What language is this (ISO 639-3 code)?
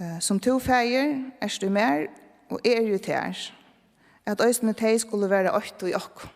fao